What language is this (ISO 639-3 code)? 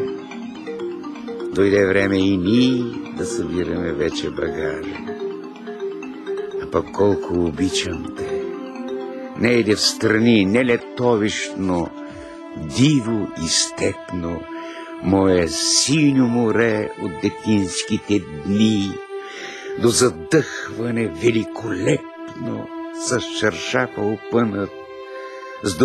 bul